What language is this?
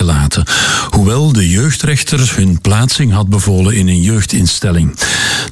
Dutch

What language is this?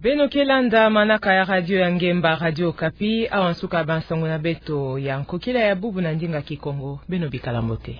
Kituba (Democratic Republic of Congo)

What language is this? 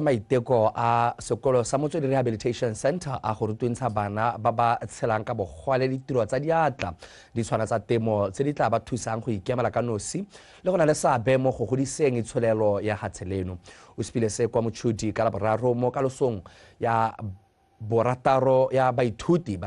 Tswana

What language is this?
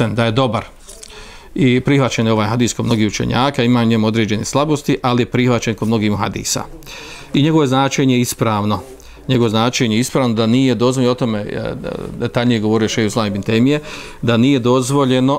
Bosnian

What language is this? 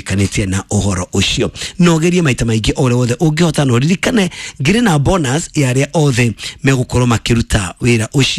Kikuyu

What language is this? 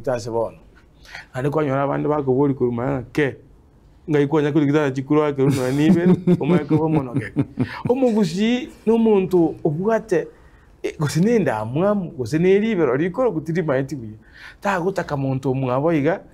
Gusii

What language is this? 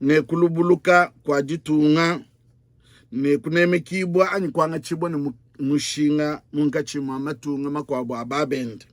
Luba-Lulua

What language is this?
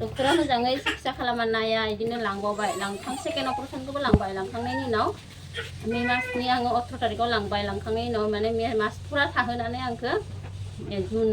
Bodo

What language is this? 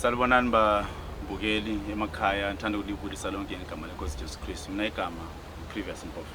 Zulu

